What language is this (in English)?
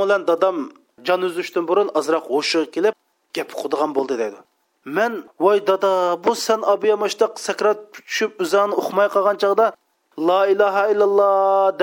Uyghur